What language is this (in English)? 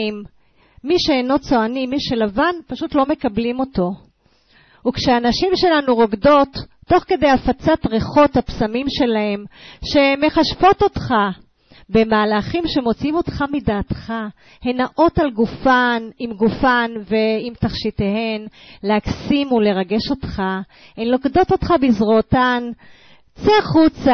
Hebrew